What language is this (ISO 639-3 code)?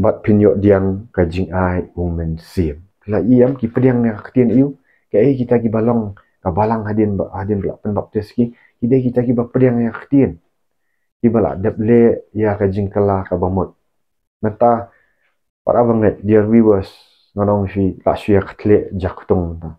kha